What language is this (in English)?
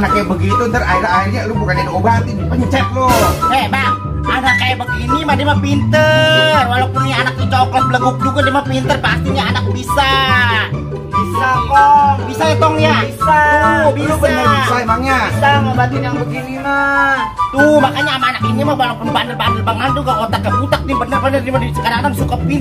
Betawi